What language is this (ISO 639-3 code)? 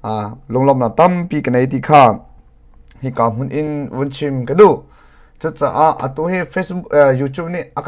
cnh